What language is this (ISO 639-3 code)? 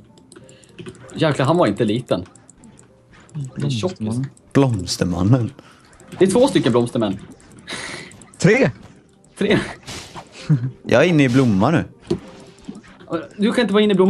swe